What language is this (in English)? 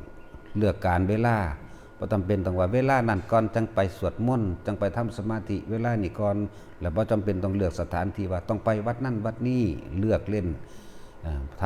Northeastern Thai